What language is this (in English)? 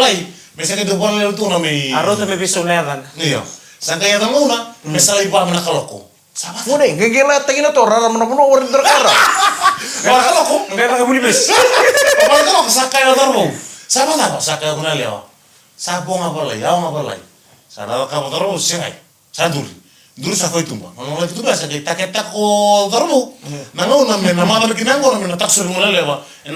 Fijian